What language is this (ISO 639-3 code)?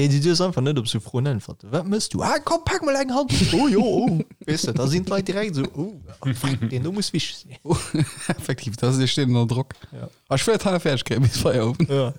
ltz